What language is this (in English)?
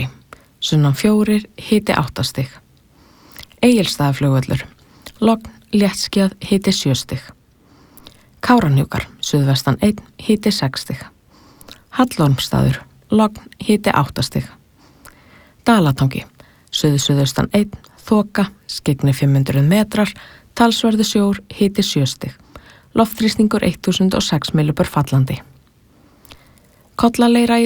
Icelandic